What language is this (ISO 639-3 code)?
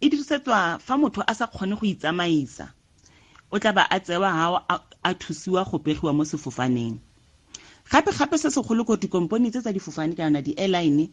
tsn